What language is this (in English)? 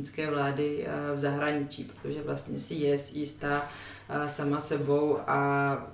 Czech